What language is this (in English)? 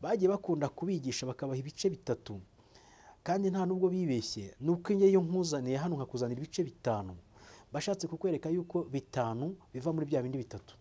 Kinyarwanda